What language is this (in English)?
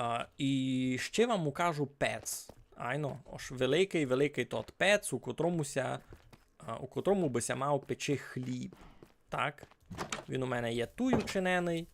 Rusyn